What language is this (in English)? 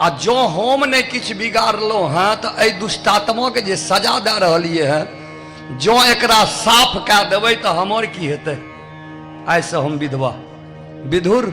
Maithili